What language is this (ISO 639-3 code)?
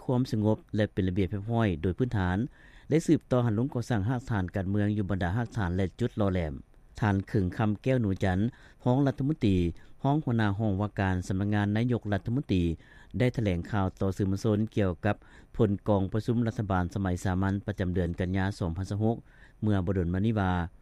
lao